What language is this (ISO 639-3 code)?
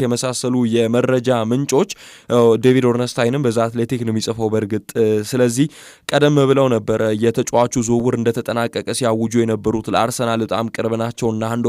amh